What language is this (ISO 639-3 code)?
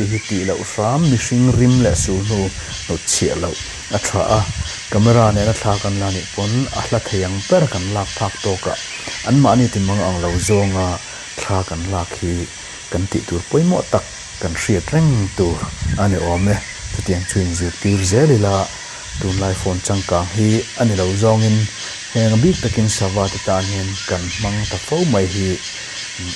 lus